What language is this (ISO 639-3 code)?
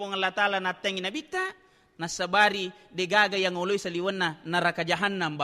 bug